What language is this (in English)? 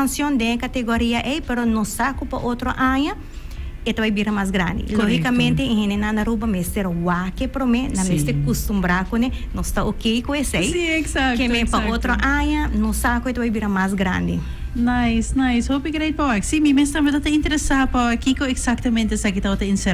Papiamento